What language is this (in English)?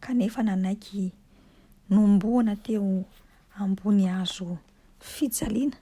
Malagasy